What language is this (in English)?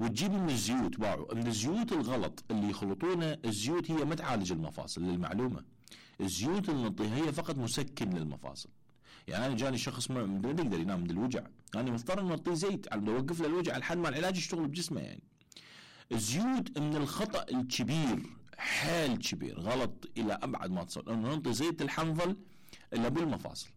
Mesopotamian Arabic